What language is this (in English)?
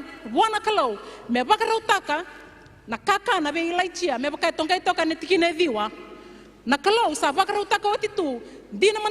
Fijian